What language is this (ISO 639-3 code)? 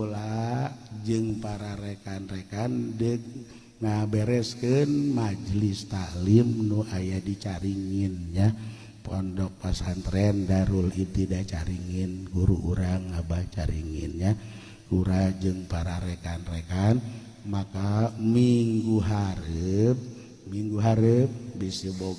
sun